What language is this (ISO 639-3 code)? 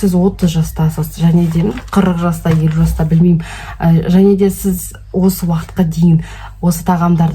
kaz